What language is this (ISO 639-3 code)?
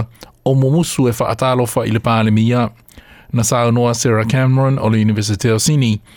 smo